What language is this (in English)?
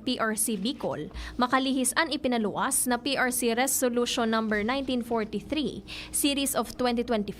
Bikol